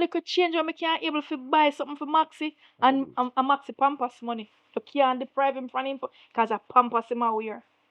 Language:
Jamaican Creole English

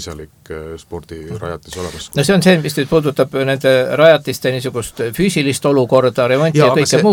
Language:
Estonian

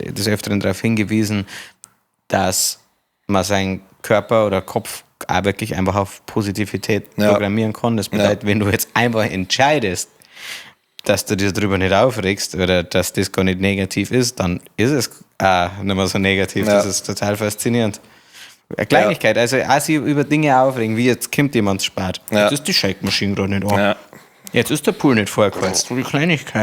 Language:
Bavarian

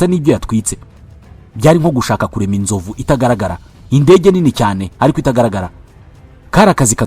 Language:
Kinyarwanda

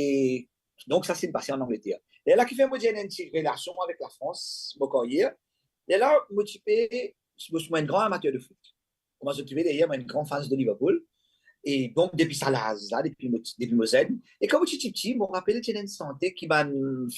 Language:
Morisyen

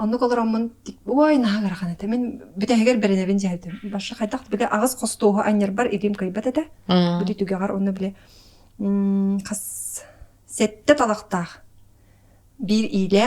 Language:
Yakut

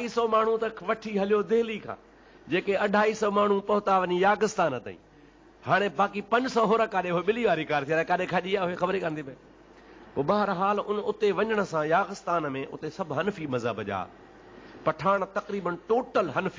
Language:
Sindhi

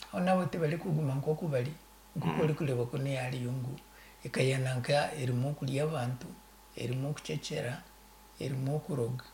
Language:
Nyankole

